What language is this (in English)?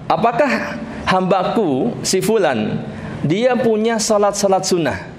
Indonesian